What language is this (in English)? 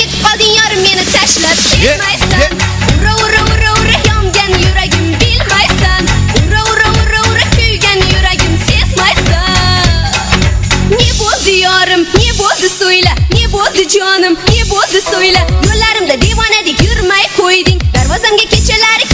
Kara-Kalpak